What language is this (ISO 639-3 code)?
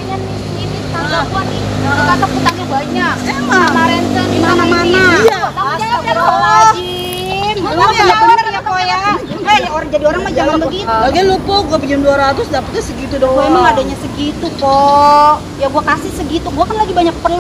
bew